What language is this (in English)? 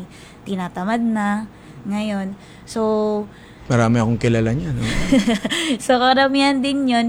Filipino